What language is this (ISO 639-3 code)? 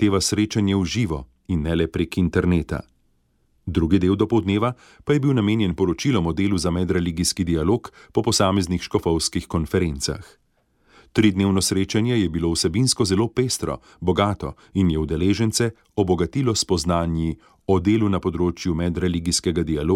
slv